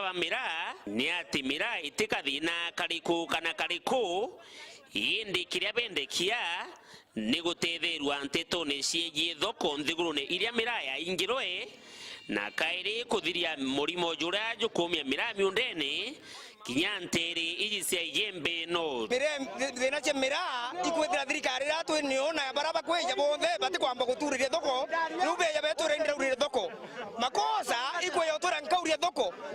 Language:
Meru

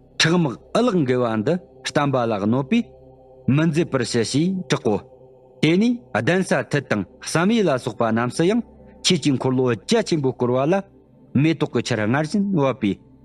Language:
Tibetan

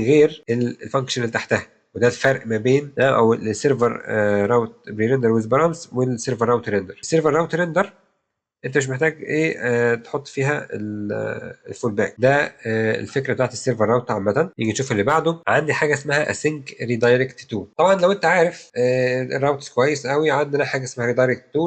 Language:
Egyptian Arabic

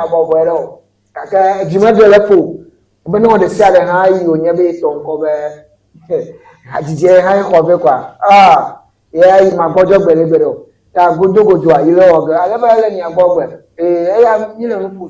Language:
Ewe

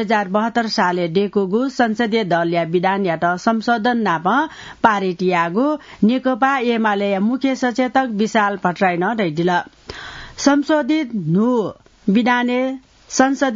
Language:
Newari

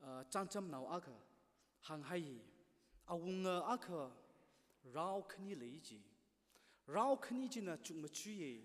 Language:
Tangkhul Naga (India)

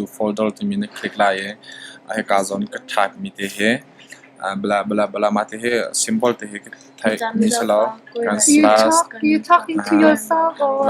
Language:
Hakha Chin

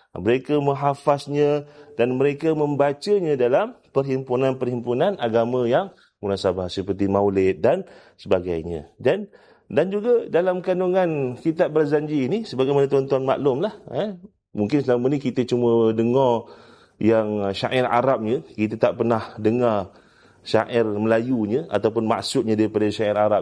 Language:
Malay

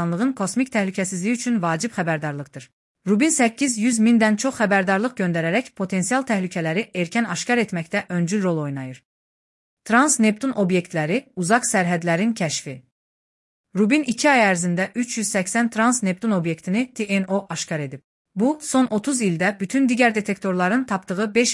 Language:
Azerbaijani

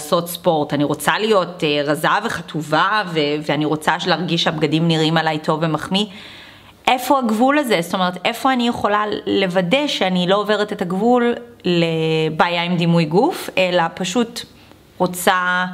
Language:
Hebrew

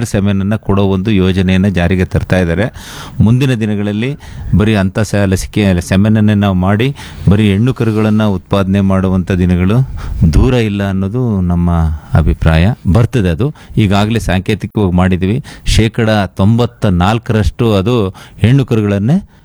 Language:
Kannada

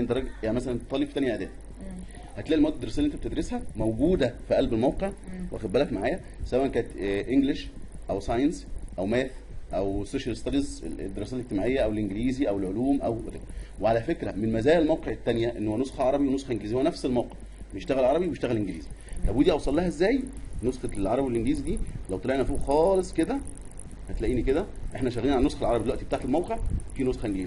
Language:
Egyptian Arabic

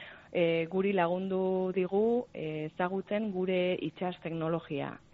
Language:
Basque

